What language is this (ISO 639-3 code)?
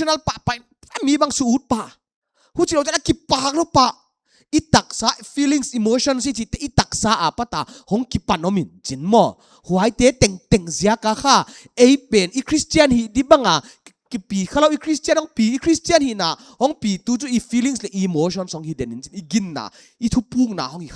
pck